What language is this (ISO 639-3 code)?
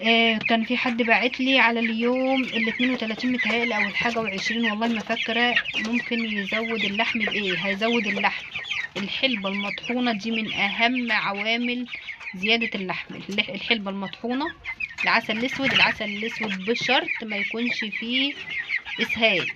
arz